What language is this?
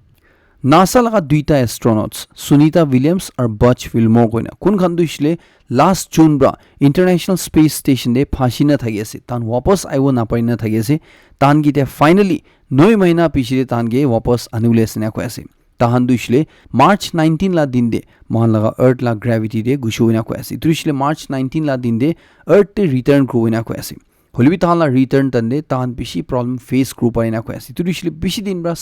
Naga Pidgin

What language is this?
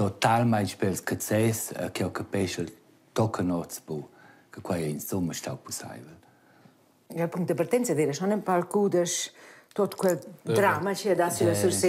Romansh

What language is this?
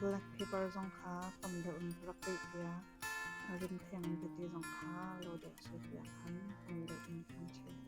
Hakha Chin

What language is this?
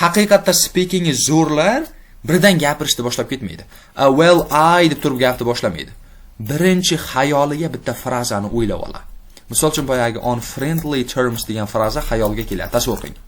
Uzbek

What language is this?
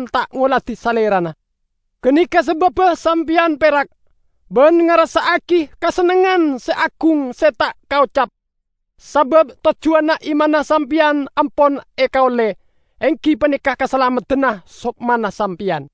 Madurese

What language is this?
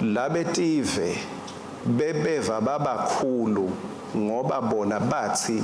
Swati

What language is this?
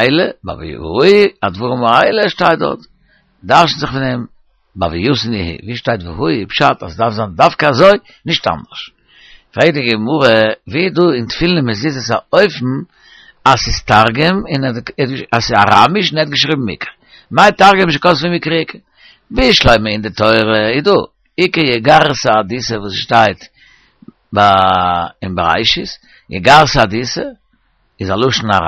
Yiddish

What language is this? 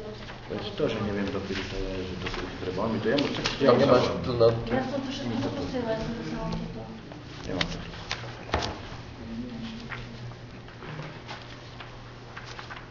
Slovak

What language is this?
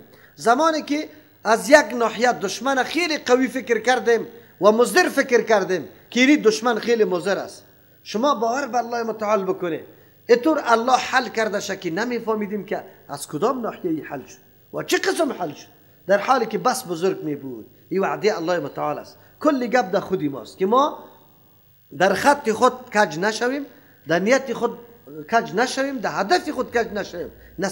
Persian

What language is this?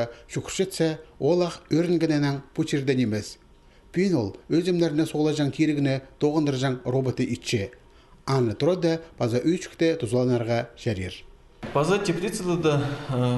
Khakas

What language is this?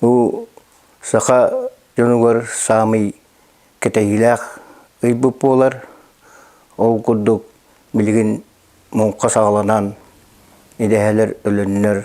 Yakut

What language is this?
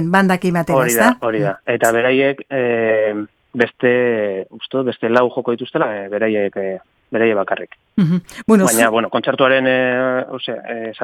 Basque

